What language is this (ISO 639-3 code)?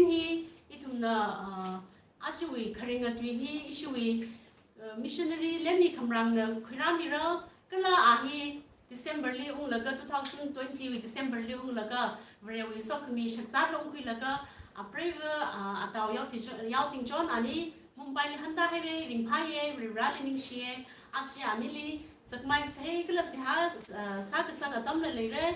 nmf